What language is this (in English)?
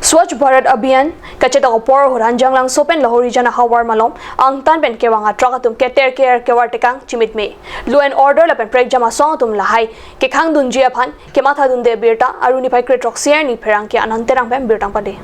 Karbi